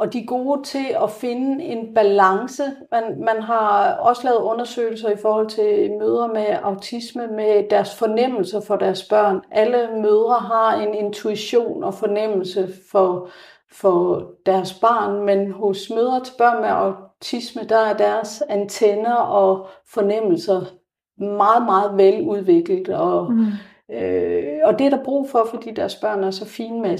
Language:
Danish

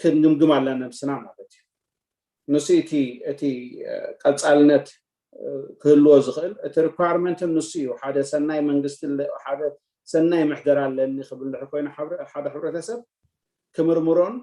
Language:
Tigrinya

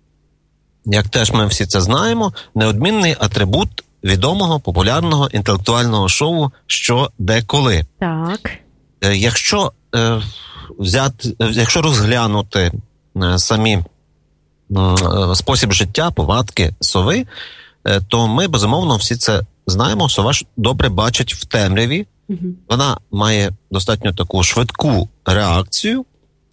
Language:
Ukrainian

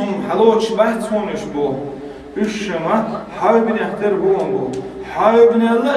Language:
Chechen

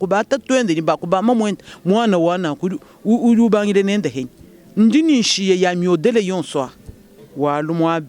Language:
Luba-Lulua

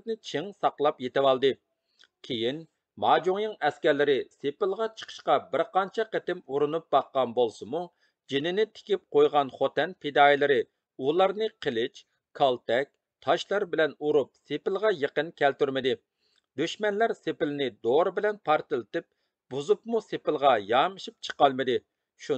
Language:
Uyghur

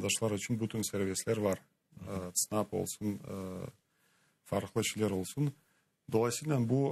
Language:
Crimean Tatar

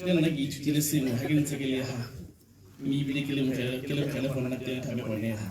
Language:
Tswana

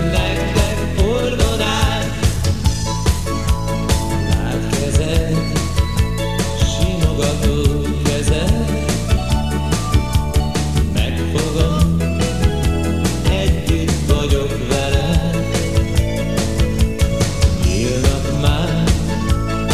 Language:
Hungarian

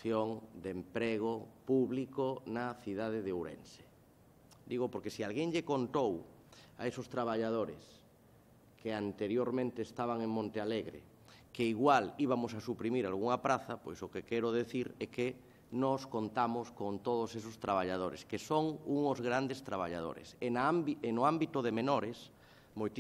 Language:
Galician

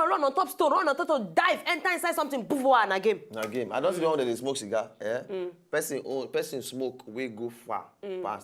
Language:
Nigerian Pidgin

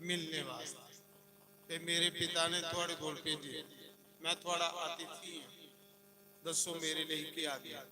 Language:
Dogri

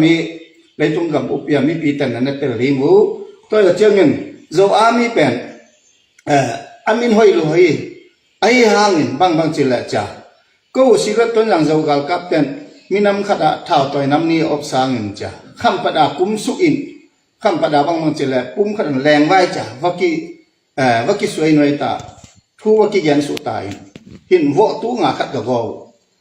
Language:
Tedim Chin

